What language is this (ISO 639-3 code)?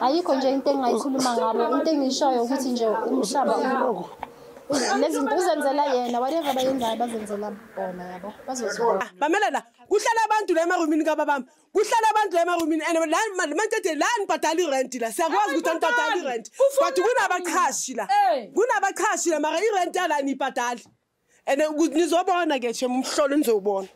zul